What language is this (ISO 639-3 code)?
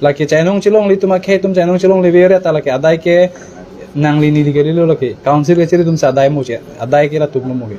mjw